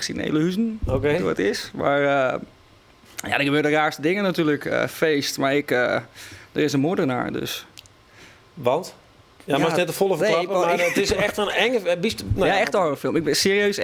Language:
Western Frisian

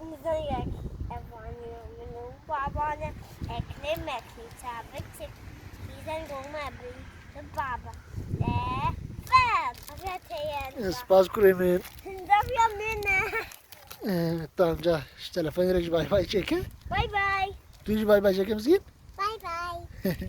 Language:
Kurdish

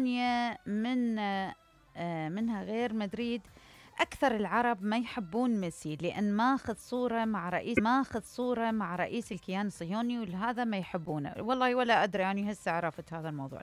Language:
Mesopotamian Arabic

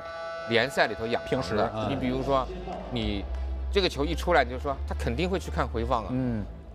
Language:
Chinese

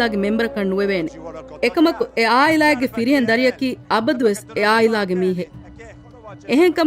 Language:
Divehi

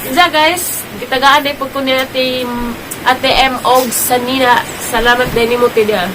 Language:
Cebuano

